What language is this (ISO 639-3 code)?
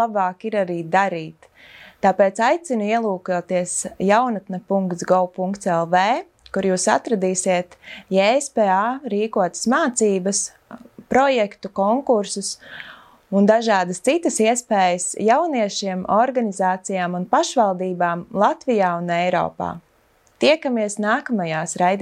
lav